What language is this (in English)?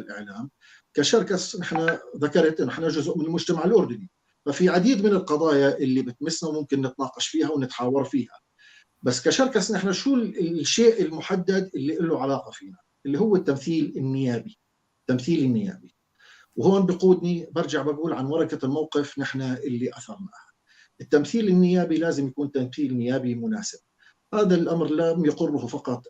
North Levantine Arabic